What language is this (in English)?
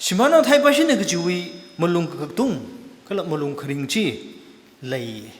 Tangkhul Naga (India)